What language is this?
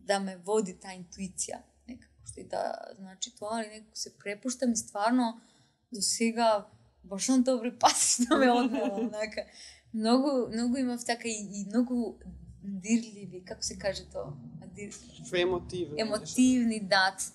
Macedonian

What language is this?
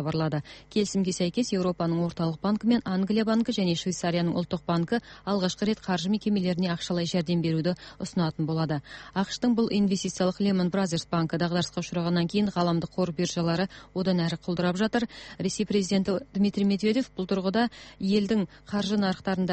Kazakh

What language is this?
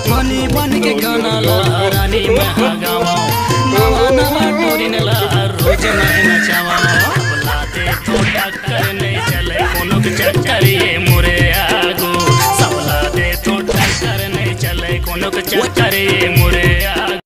Chhattisgarhi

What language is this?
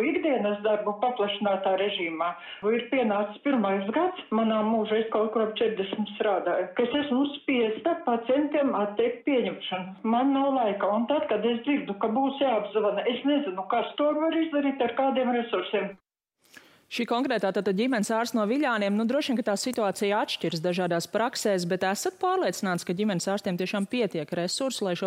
Latvian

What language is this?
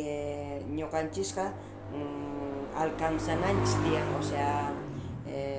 South Bolivian Quechua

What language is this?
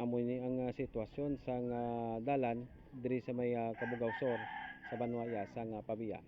Hiligaynon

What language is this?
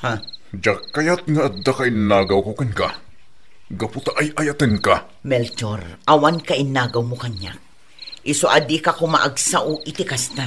Iloko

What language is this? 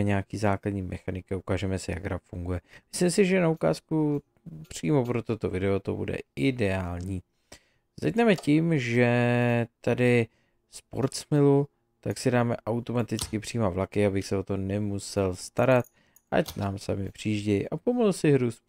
Czech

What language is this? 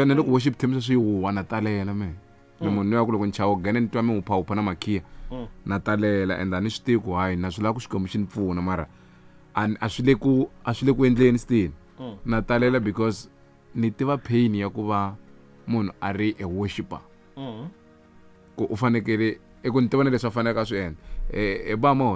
Tsonga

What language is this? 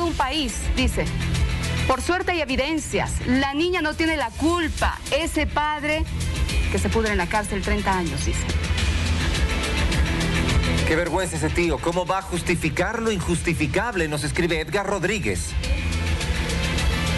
Spanish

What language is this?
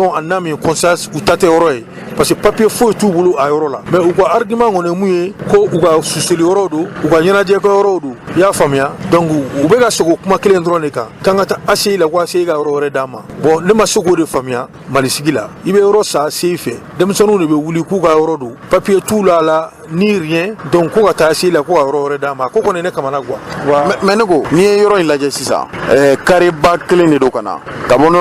Bambara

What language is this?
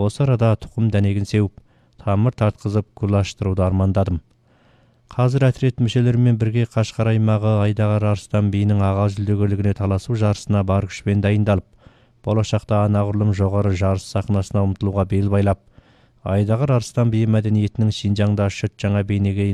Kazakh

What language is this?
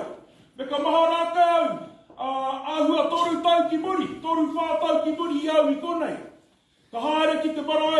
Māori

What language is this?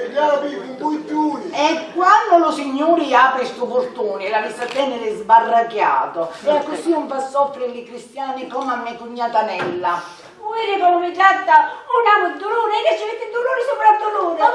Sicilian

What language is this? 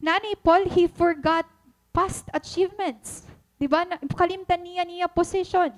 Waray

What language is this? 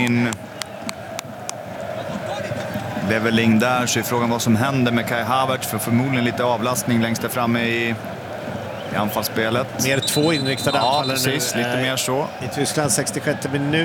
Swedish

